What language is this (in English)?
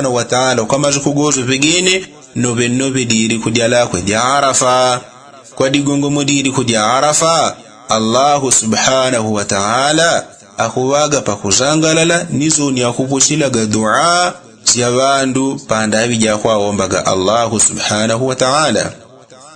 Yao